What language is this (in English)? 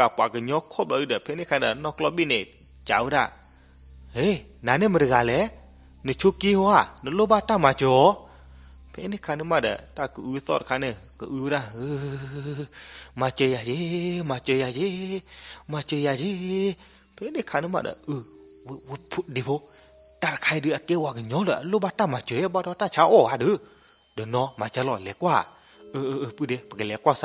S'gaw Karen